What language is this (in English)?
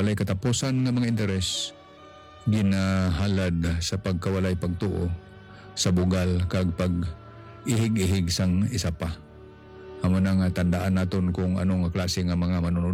Hiligaynon